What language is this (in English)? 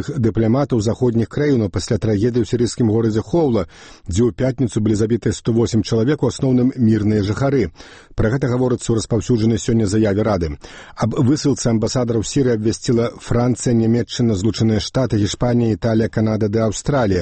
Belarusian